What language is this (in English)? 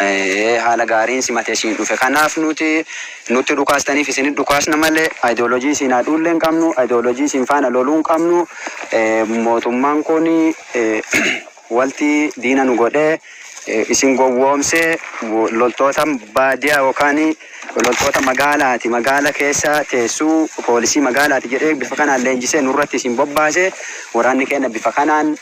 Oromo